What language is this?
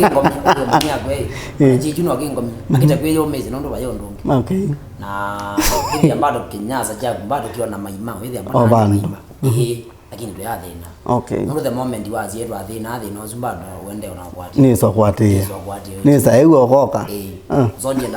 Kamba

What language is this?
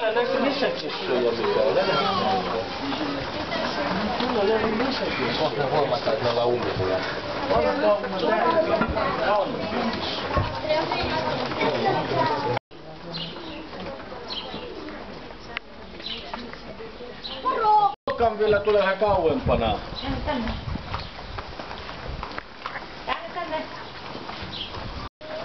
Finnish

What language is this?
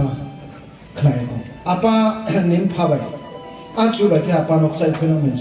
Riang (India)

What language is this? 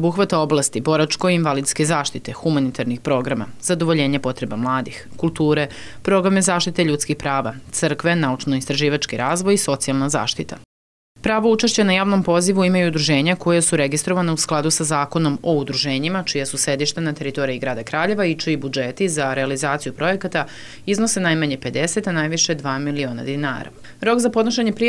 Serbian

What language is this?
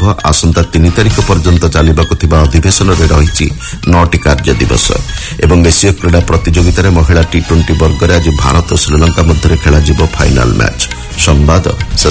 Odia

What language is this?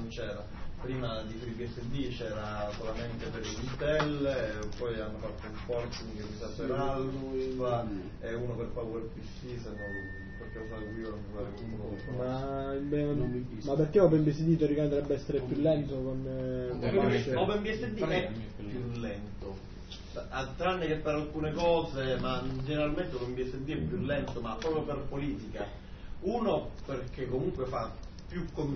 Italian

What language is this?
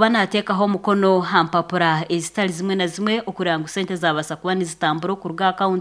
Nyankole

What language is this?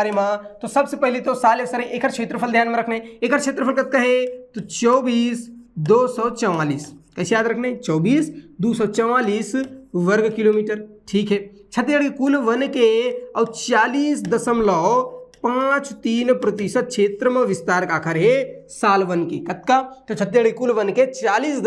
Chhattisgarhi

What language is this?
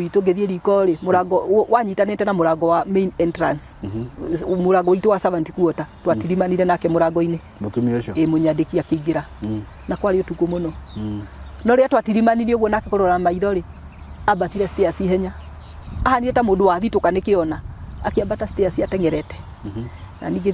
Kikuyu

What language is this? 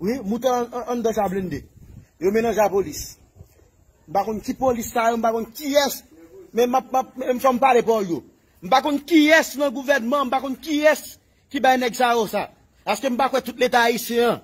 Haitian Creole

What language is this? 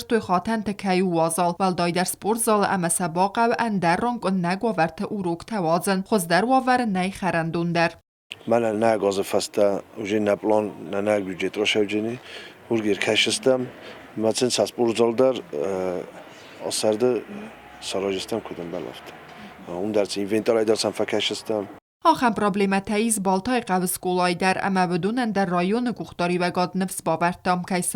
Ossetic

